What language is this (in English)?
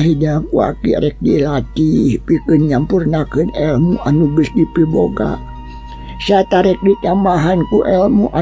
Sundanese